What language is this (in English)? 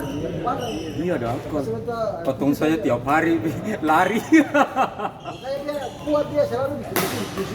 Ambonese Malay